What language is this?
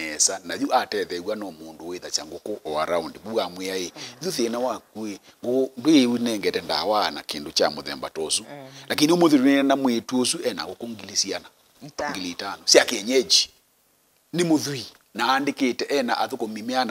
Kamba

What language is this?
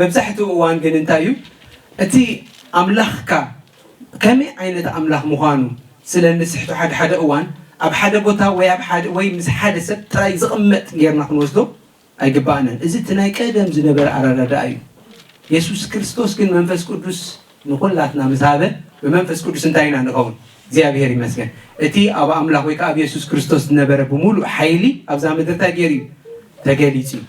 Tigrinya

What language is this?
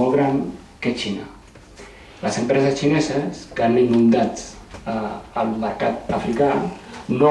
Catalan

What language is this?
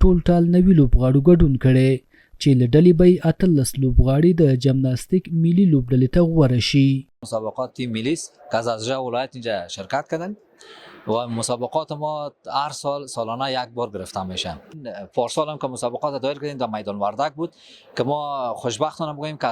Pashto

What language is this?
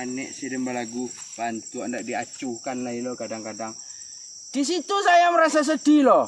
Minangkabau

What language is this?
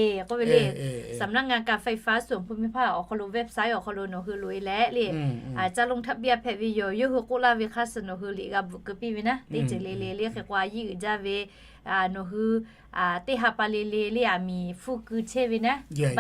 Lahu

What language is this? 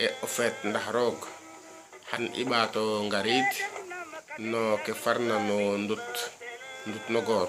Serer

